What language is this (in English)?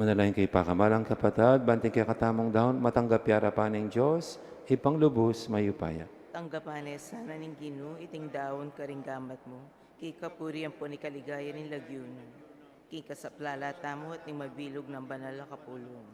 Pampanga